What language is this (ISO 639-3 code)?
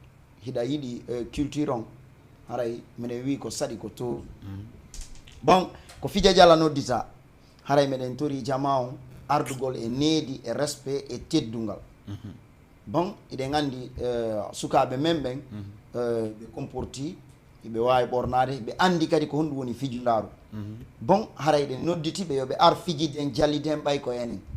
ful